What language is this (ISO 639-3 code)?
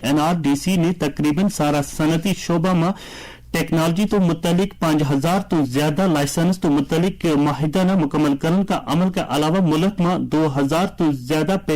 gju